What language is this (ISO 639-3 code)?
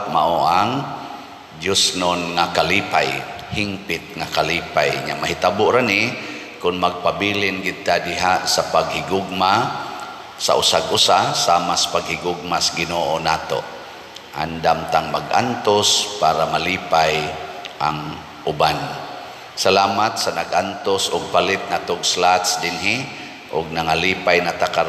ceb